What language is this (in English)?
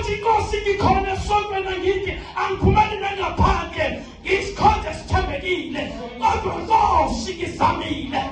Zulu